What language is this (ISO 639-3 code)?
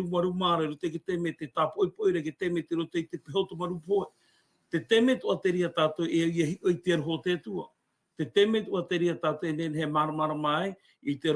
tah